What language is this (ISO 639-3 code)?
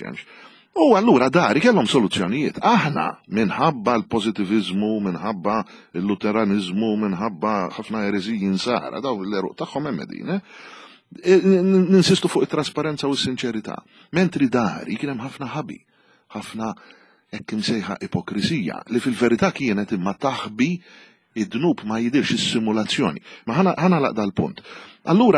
mlt